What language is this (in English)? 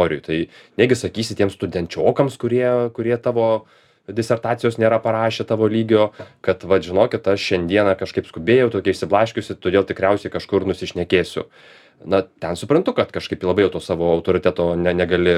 Lithuanian